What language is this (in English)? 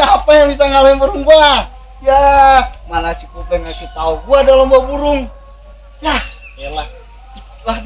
Betawi